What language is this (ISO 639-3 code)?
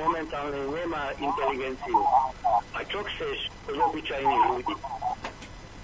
slk